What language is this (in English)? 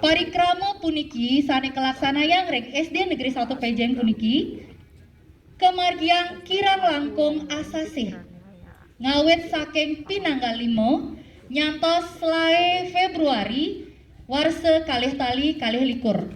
Balinese